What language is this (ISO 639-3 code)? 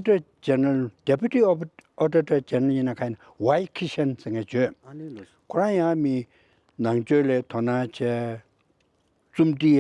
bod